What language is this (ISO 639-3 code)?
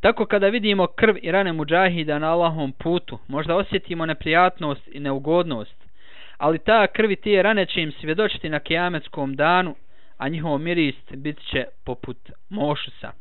bos